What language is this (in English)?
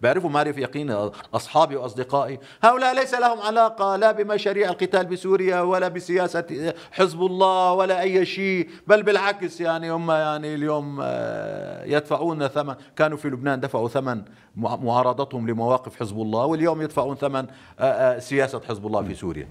North Levantine Arabic